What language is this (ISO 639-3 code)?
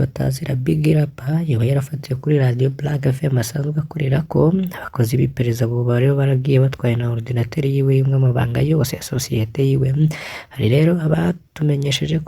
run